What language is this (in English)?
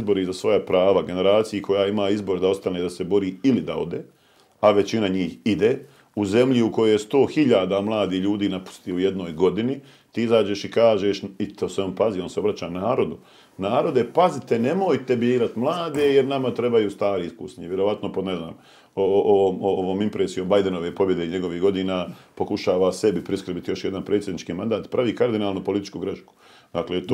Bosnian